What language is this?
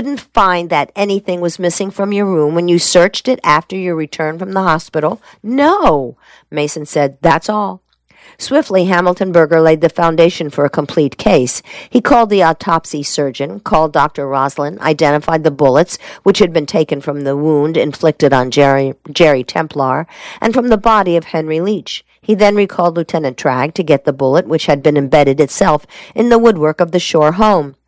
English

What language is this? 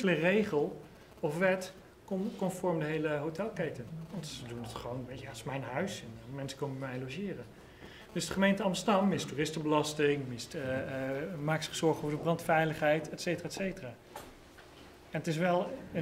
Dutch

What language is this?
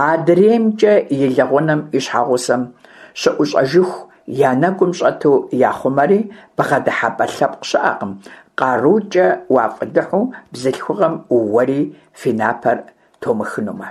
Kabardian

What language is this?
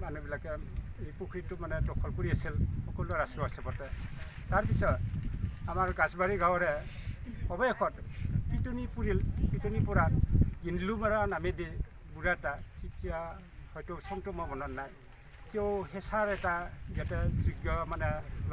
Assamese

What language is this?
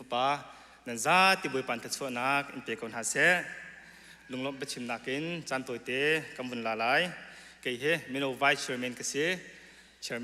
Hakha Chin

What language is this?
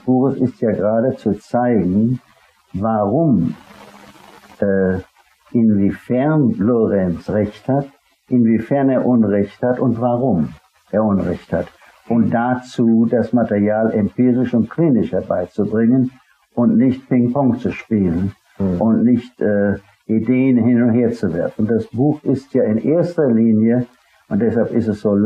German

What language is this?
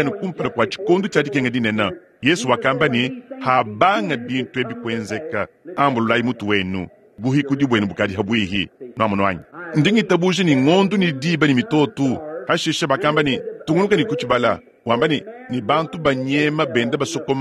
Luba-Lulua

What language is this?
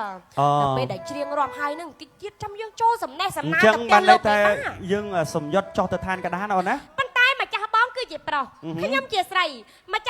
Khmer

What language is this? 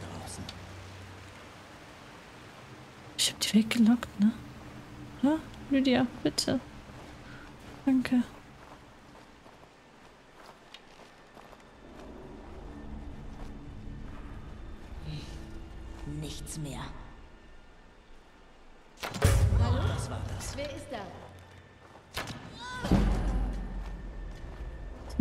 German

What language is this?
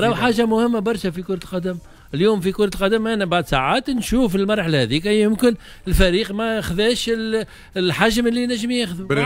Tunisian Arabic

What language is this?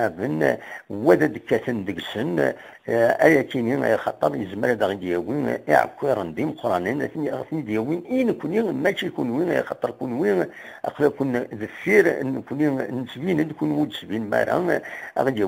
Kabyle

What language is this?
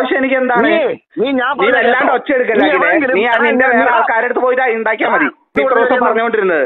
Malayalam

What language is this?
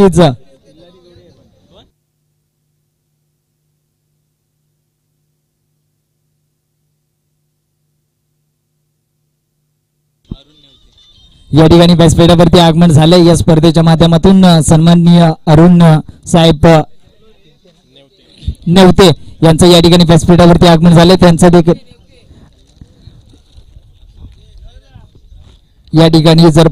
Marathi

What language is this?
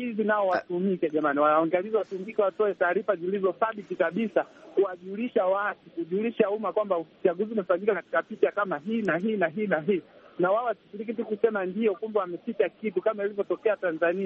Swahili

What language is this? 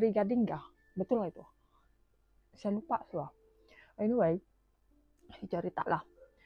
Malay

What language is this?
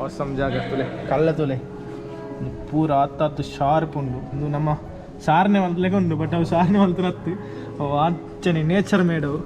Tulu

